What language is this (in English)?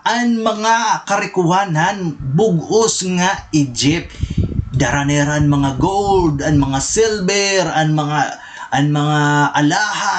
Waray